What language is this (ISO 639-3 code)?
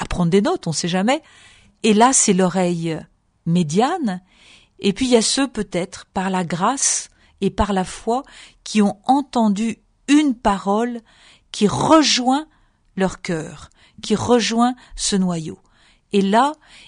fra